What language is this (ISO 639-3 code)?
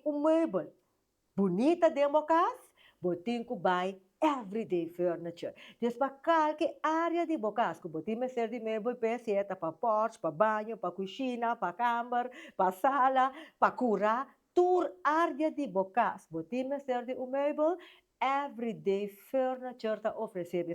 pap